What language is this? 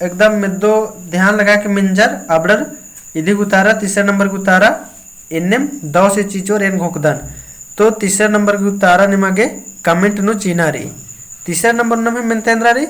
Kurukh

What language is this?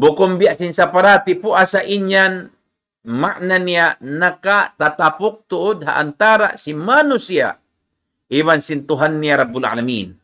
Tausug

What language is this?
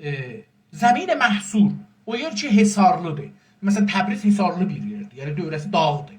South Azerbaijani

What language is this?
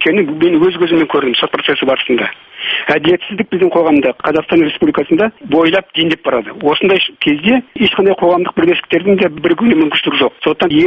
Kazakh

